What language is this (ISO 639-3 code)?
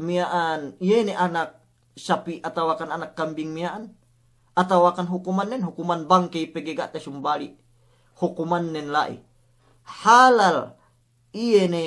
yka